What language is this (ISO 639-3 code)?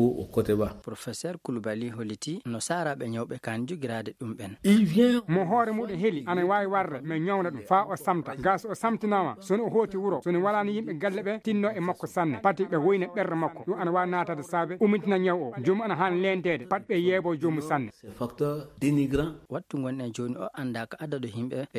ful